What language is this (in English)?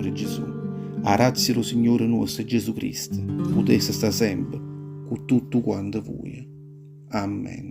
Neapolitan